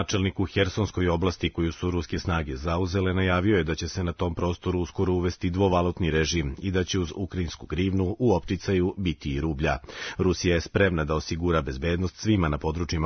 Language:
Serbian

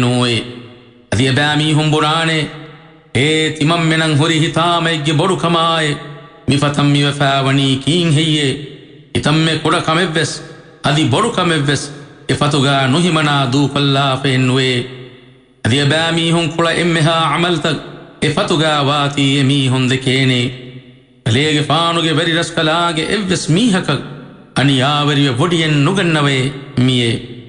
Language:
Divehi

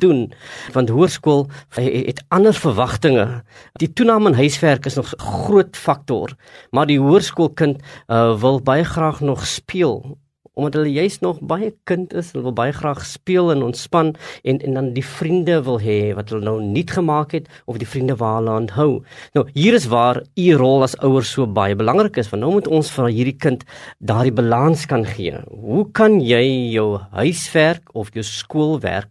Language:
Afrikaans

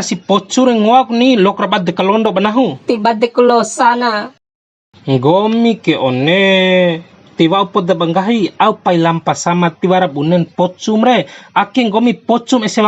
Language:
Bima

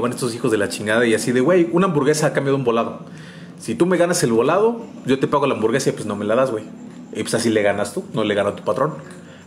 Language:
Spanish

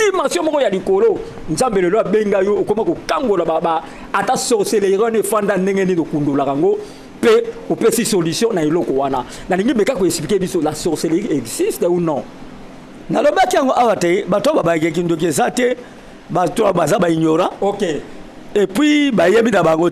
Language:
Lingala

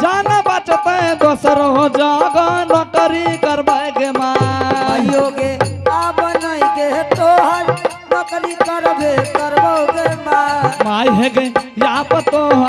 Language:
Angika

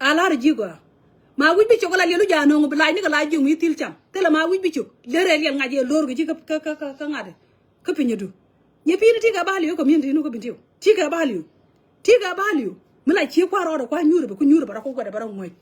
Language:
Nuer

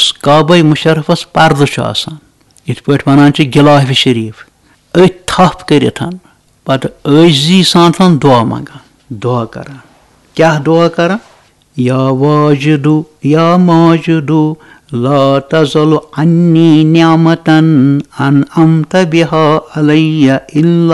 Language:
Kashmiri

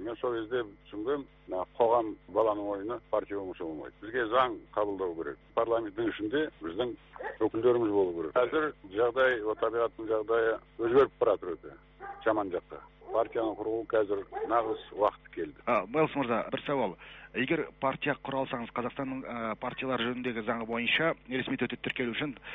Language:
Kazakh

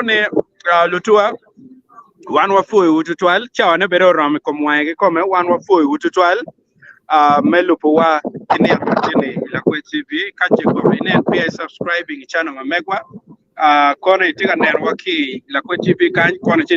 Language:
Acoli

